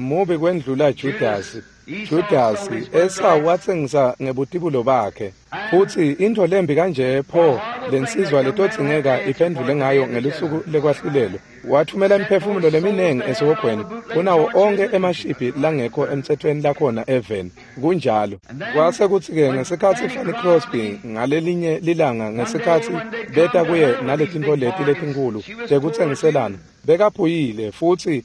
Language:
Swati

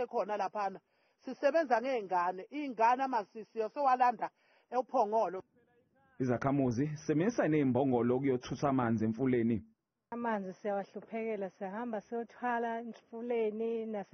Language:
Zulu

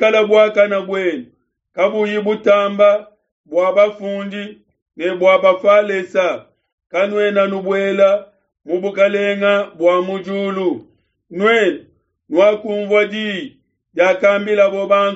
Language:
Luba-Lulua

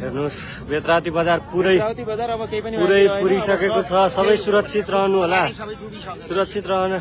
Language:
Nepali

